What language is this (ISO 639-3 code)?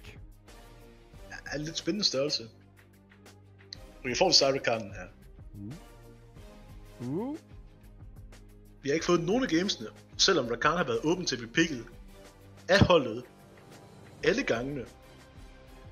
dan